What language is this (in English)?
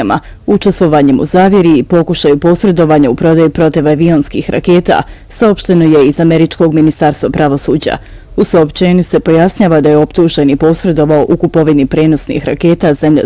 Bosnian